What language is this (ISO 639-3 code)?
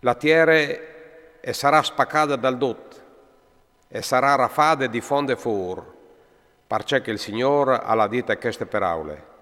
fur